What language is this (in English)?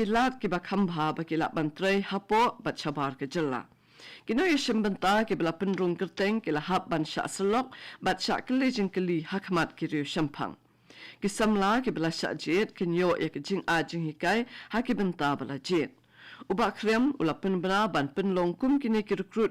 Khasi